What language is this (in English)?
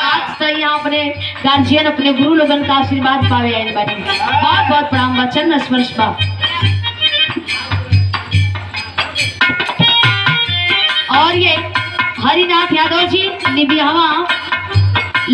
Bhojpuri